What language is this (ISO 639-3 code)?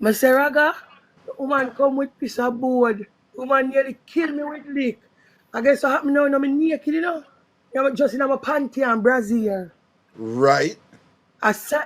jam